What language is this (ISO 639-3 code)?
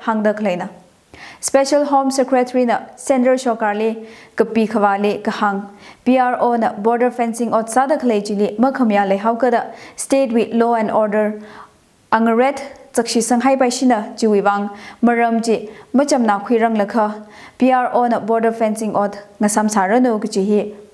nmf